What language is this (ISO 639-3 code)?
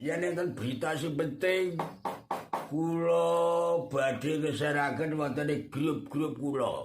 jav